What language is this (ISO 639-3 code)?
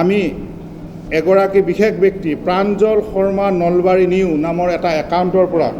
asm